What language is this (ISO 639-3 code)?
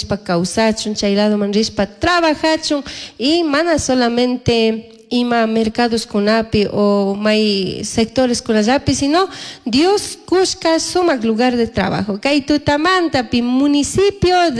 qug